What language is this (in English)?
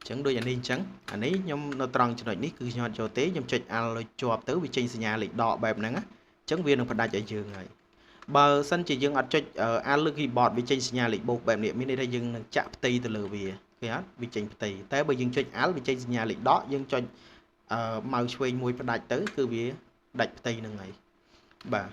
Khmer